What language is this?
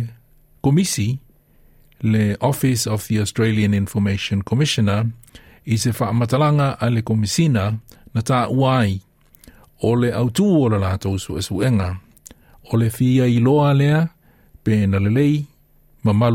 Samoan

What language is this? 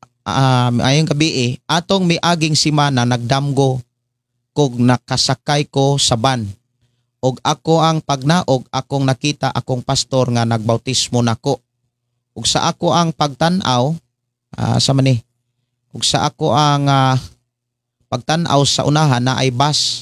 Cebuano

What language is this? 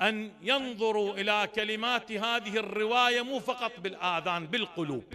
Mesopotamian Arabic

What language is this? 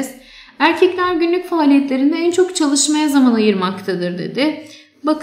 Turkish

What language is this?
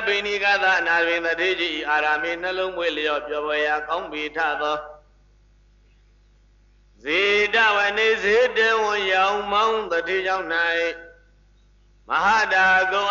Burmese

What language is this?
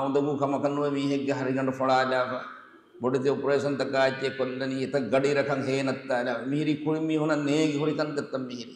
Divehi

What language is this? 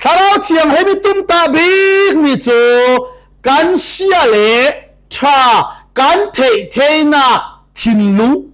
Falam Chin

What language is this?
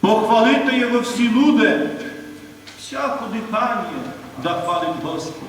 Rusyn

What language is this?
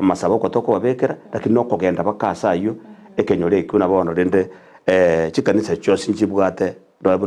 Gusii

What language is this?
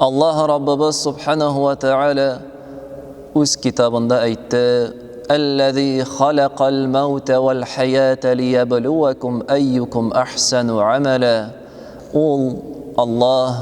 Tatar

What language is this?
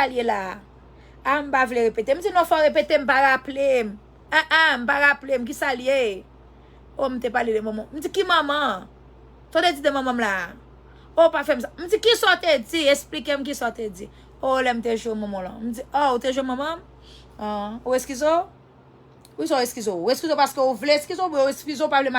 Haitian Creole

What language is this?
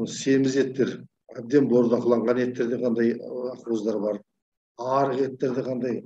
Kazakh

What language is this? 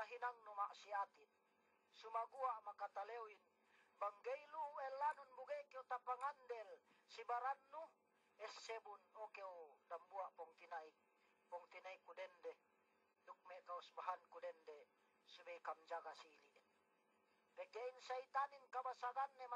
Yakan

